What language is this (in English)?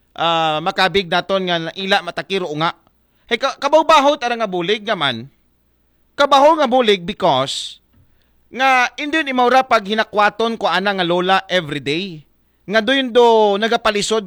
Aklanon